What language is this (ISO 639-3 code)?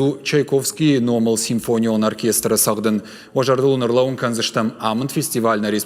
oss